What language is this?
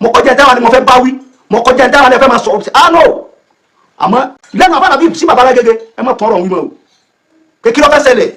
Yoruba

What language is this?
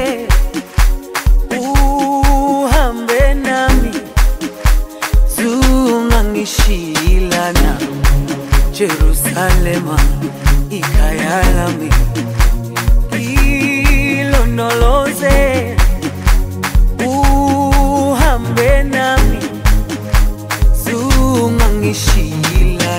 Zulu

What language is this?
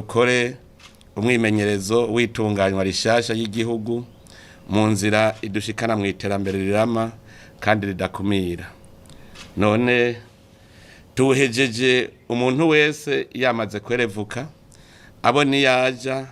Rundi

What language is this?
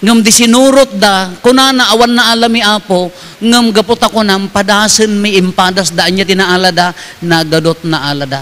Iloko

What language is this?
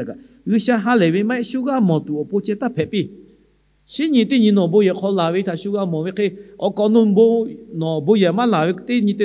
Lahu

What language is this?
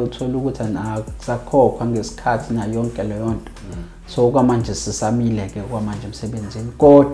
Zulu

